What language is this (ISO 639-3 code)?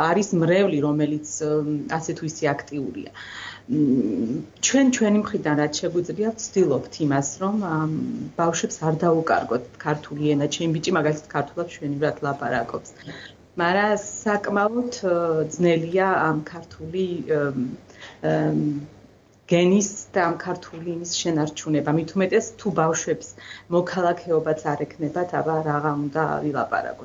kat